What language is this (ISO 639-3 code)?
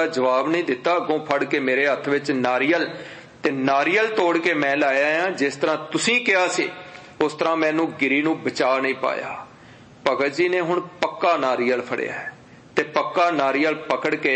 pan